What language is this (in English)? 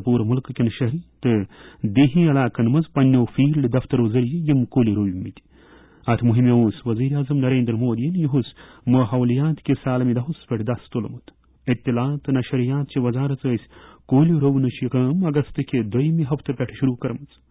Kashmiri